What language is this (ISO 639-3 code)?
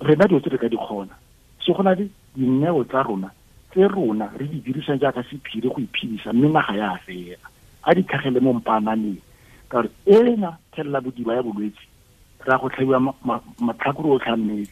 tsn